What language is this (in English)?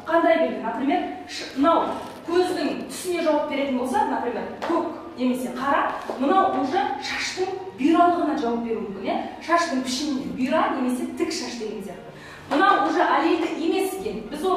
Kazakh